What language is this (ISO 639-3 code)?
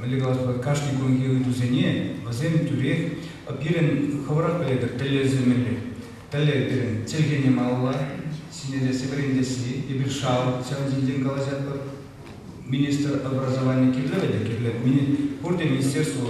chv